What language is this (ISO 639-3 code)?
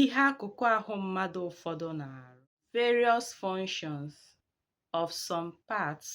ibo